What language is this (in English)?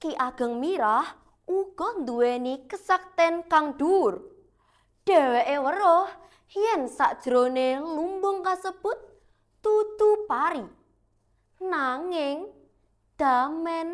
Javanese